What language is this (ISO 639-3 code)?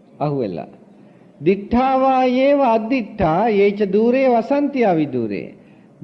sin